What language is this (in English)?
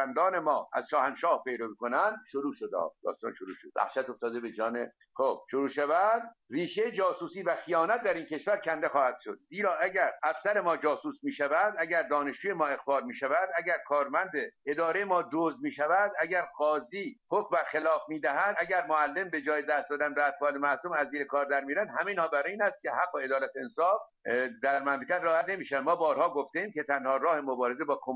Persian